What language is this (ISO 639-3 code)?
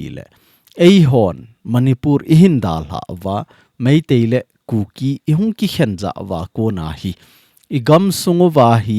tcz